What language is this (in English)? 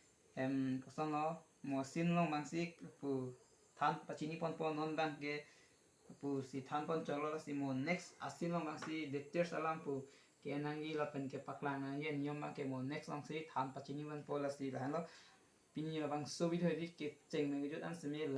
Karbi